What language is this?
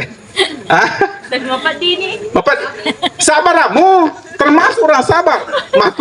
Buginese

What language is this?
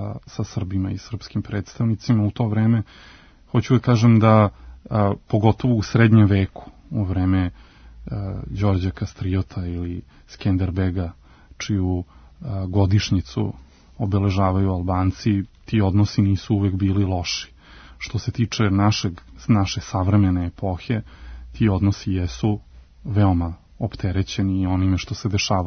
Serbian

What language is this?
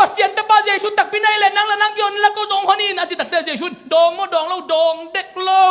Tedim Chin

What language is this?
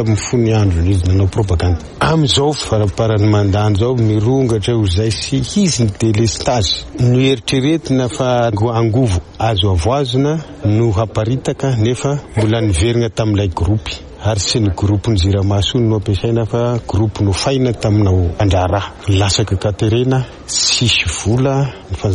Malagasy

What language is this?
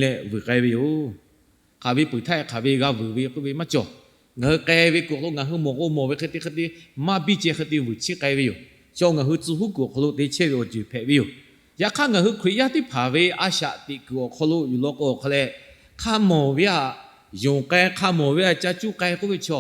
Lahu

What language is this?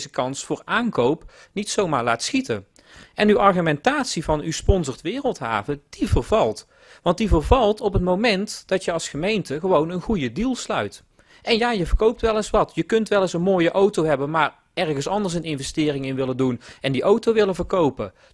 Dutch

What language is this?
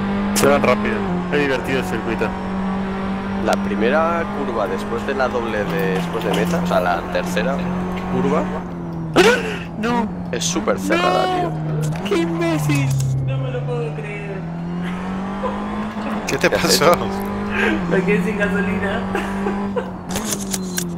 Spanish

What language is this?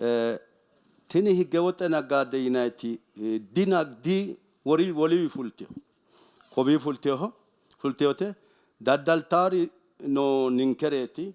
Sidamo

